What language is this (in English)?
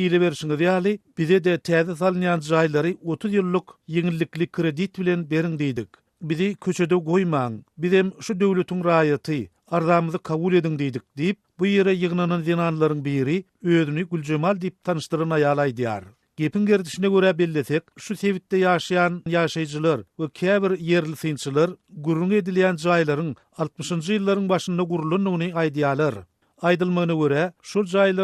Turkmen